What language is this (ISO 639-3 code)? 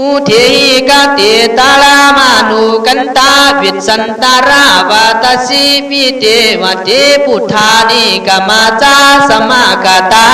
kkh